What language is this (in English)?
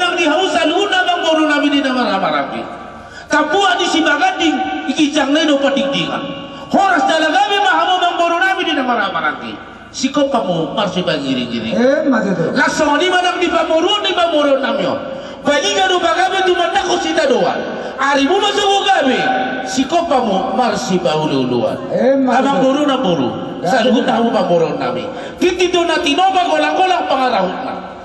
Batak Toba